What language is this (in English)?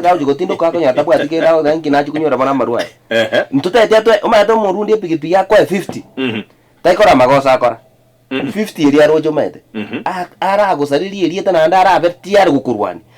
Gusii